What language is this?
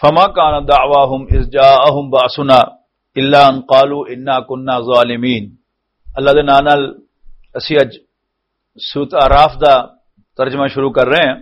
Western Panjabi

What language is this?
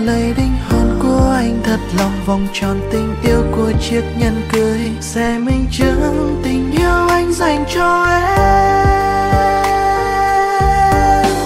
Vietnamese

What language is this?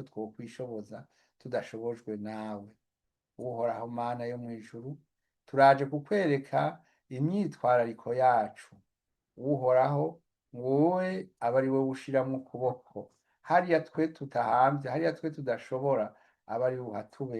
Rundi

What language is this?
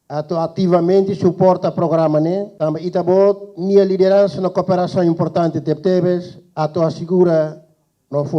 Tetum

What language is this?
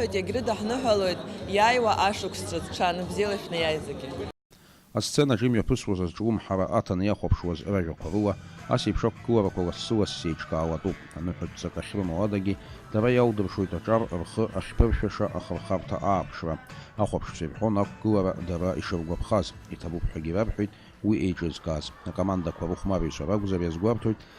Abkhazian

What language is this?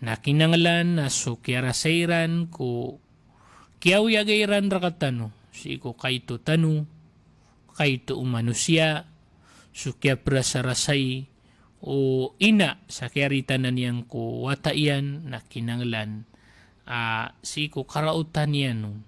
Maranao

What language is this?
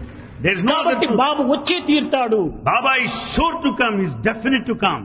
Telugu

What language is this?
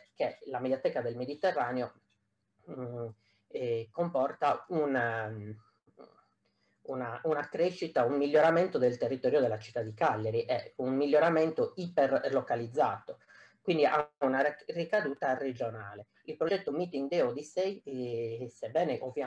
Italian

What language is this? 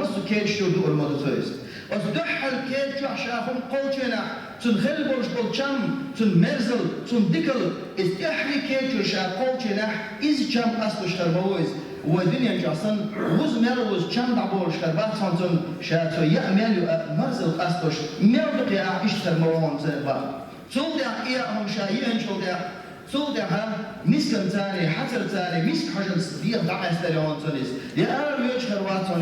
Chechen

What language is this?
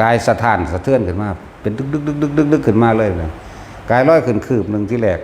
Northeastern Thai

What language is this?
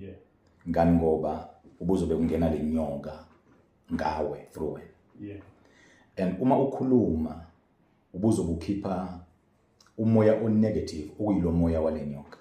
Zulu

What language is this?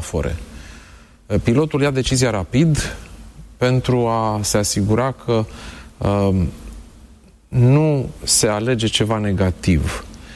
Romanian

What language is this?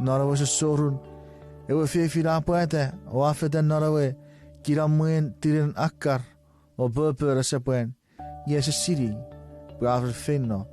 Chuukese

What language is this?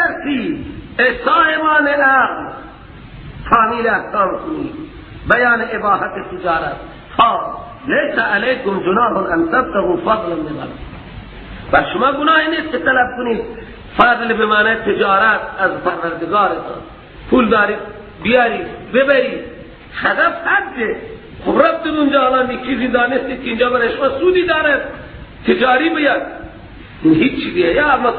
Persian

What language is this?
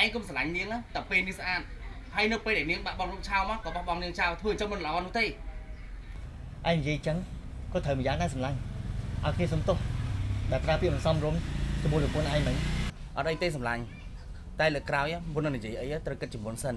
Khmer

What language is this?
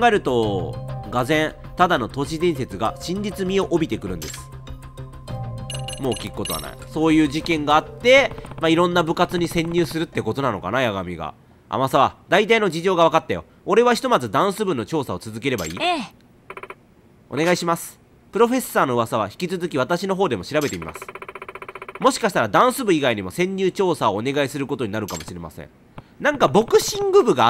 Japanese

